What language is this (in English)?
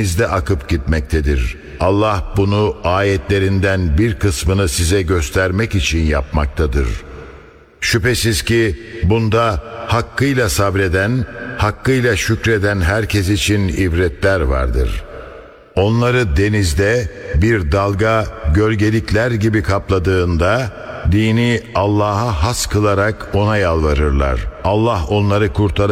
Turkish